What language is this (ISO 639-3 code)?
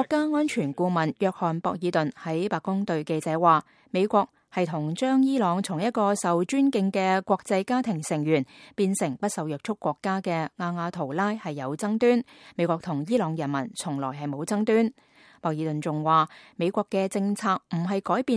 yue